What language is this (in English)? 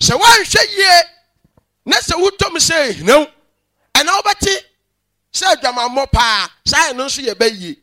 Akan